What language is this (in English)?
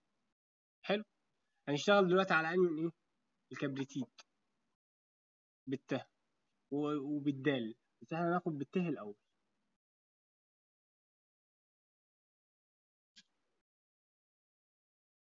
Egyptian Arabic